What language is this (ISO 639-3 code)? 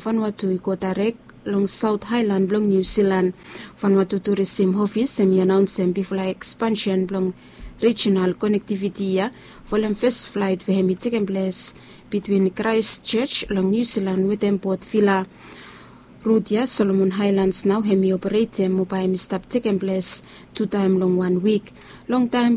bis